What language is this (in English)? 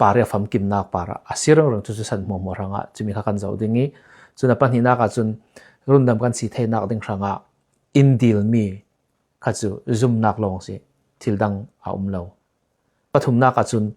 Falam Chin